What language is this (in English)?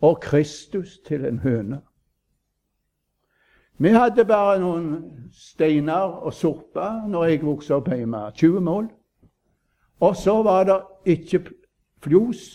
Norwegian